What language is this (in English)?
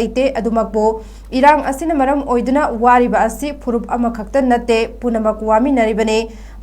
Manipuri